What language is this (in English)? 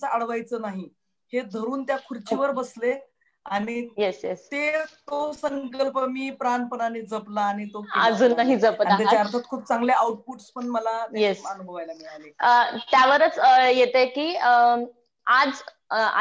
Marathi